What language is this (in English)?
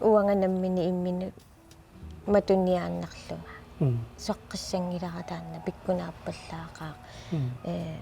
Kalaallisut